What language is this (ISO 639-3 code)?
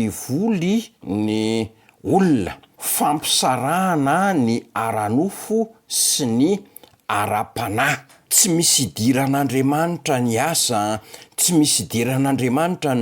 mlg